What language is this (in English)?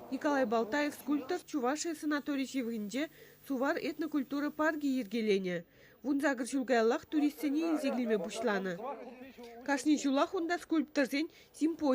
Chuvash